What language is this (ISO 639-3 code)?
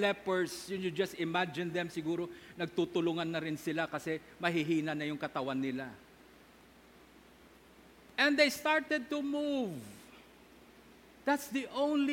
fil